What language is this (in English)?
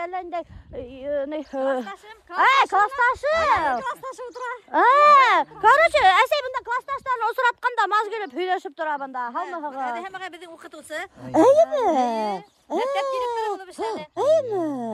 Bashkir